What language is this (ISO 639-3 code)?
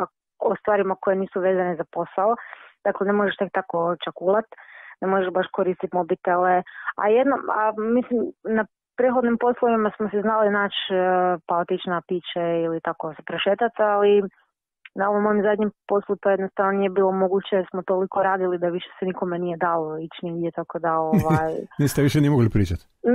hrv